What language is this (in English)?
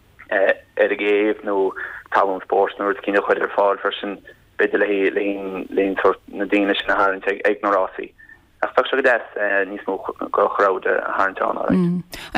Irish